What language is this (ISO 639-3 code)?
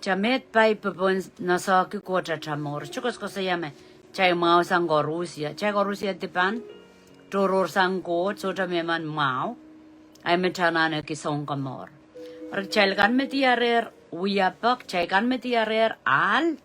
pon